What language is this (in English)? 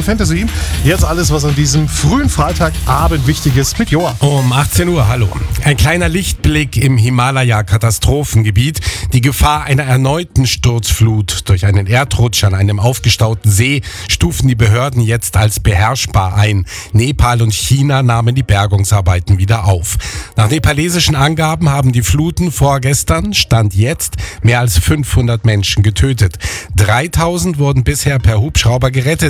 German